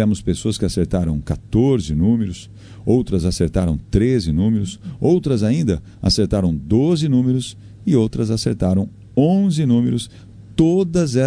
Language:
Portuguese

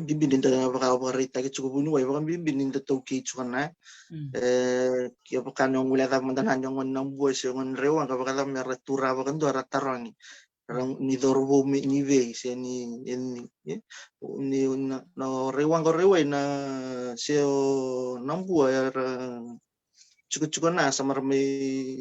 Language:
Fijian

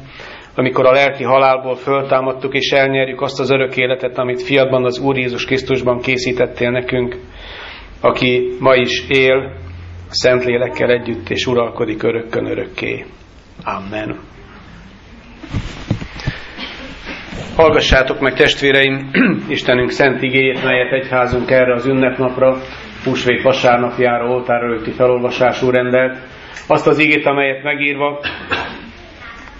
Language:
Hungarian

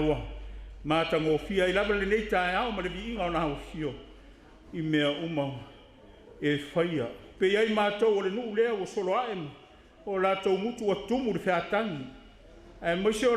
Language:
Samoan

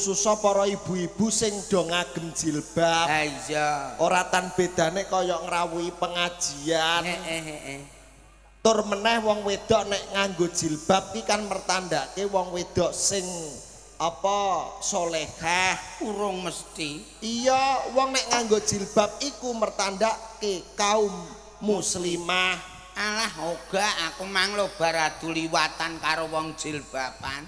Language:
Javanese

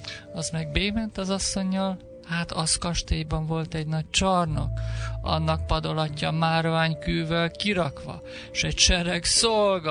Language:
Hungarian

